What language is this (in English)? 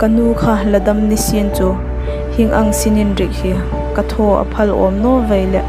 Hmar